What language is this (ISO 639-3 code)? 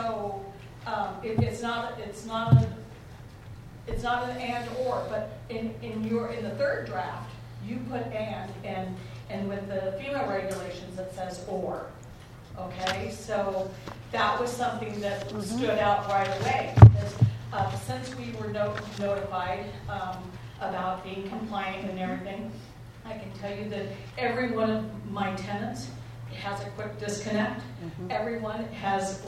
eng